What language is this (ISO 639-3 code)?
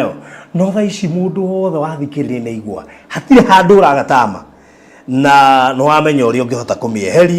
kik